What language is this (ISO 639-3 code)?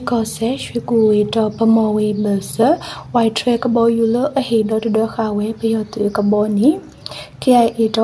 mya